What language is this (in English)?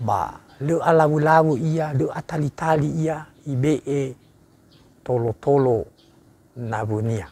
Nias